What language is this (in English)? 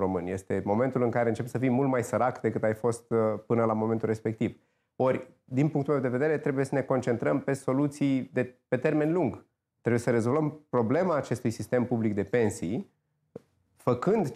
Romanian